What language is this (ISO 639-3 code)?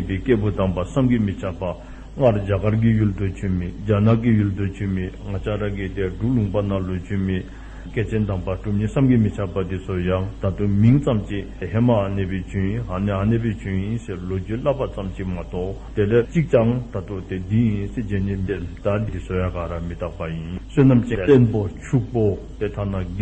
dzo